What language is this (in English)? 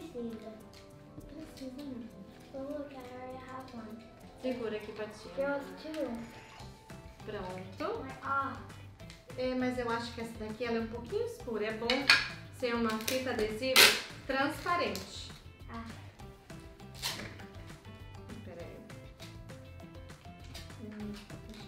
Portuguese